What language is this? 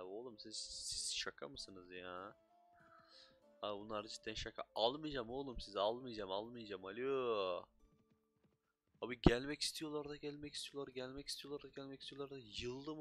Turkish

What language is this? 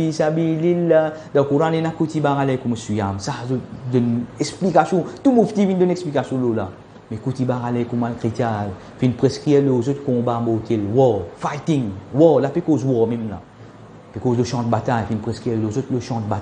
Morisyen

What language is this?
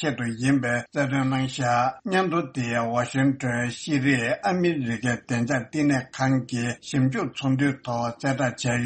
Tibetan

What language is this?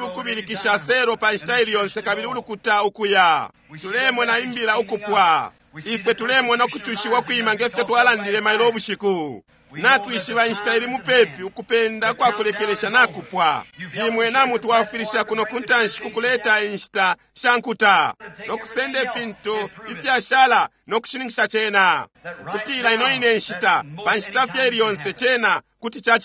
Bemba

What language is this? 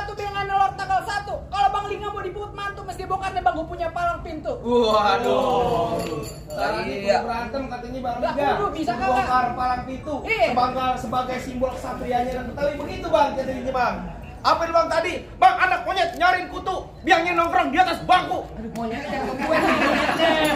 Betawi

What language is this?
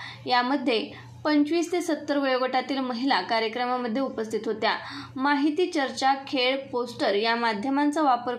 Marathi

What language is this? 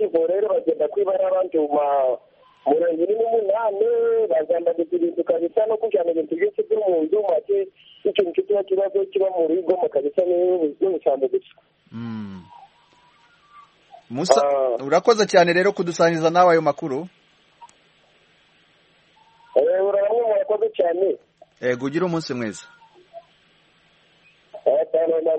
Kinyarwanda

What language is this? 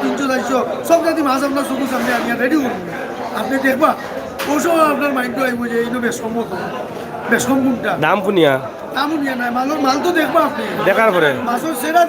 Sylheti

